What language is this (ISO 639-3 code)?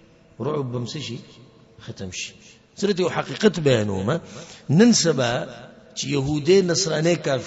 pus